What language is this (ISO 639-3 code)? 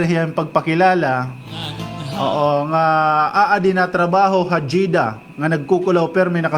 war